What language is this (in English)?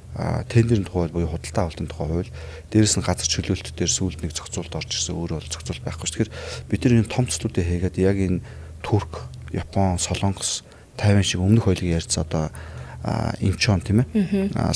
Mongolian